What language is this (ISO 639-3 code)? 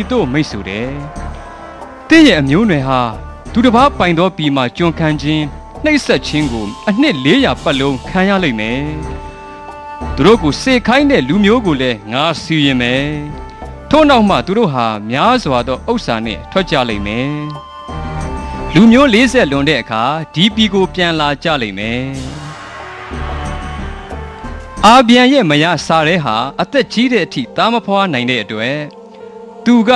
mya